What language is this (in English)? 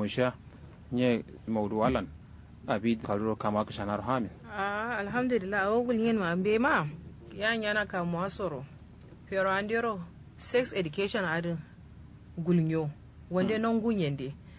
Kanuri